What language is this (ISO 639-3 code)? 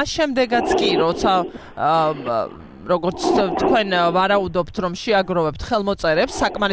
kat